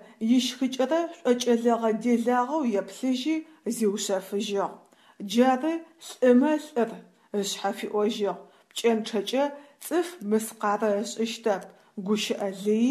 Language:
Adyghe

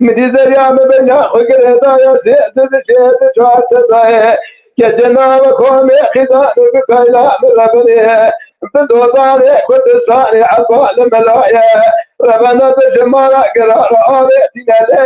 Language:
Kurdish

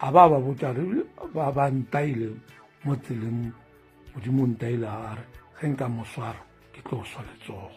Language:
Northern Sotho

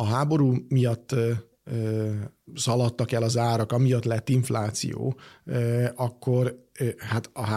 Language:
Hungarian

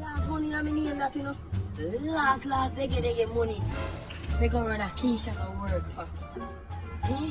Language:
Jamaican Creole English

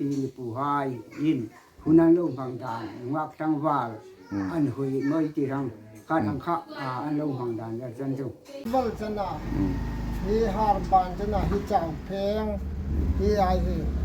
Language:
Hmar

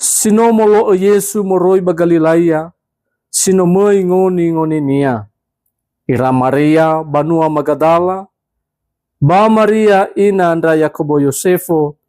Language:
Nias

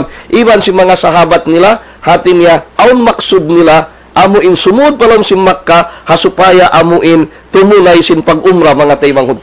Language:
Tausug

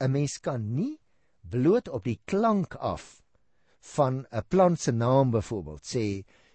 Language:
Afrikaans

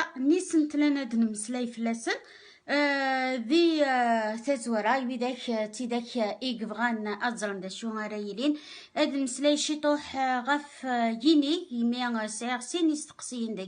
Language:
Kabyle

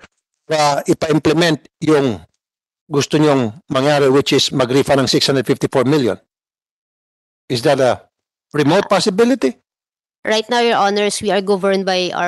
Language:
Filipino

